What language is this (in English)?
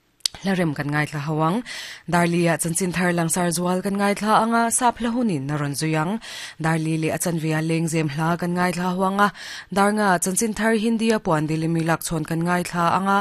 Mizo